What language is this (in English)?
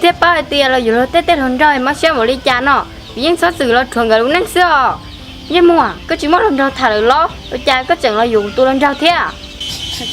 Hmong